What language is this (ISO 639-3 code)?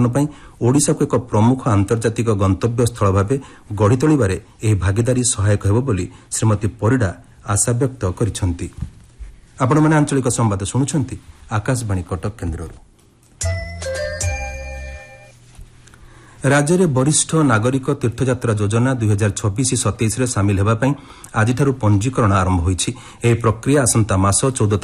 ori